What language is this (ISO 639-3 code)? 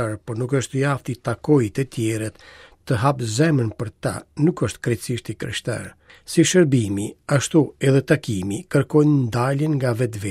sqi